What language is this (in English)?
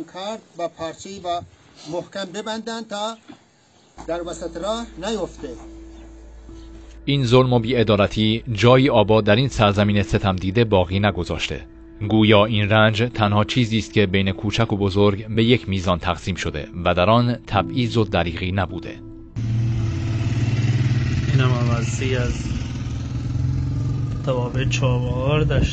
Persian